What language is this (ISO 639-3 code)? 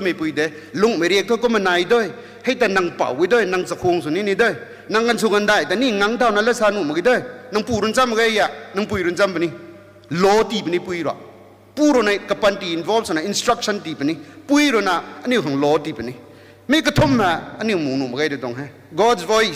nbu